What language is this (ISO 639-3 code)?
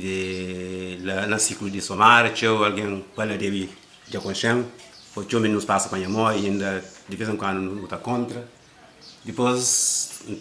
kea